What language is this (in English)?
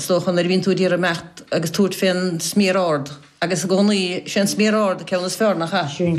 Irish